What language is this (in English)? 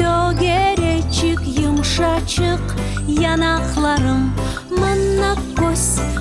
Crimean Tatar